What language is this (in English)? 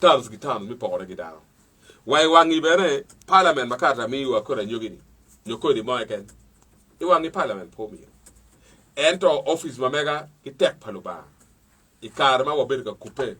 Acoli